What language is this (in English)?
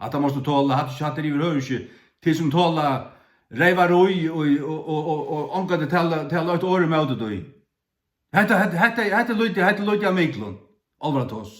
Faroese